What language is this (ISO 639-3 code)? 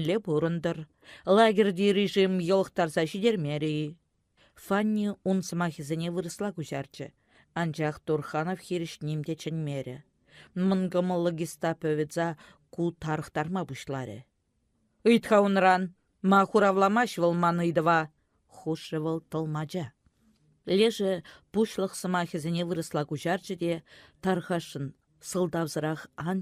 chv